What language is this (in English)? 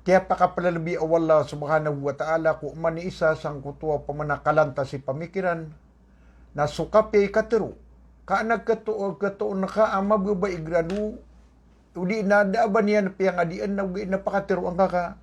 Maranao